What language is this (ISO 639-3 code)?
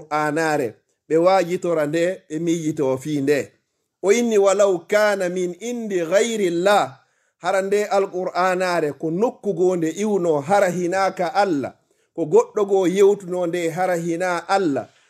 ful